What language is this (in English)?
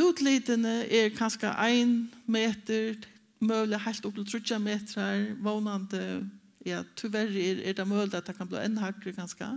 Faroese